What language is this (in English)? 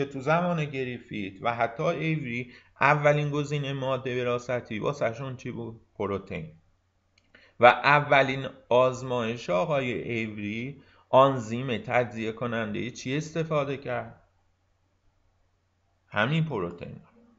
Persian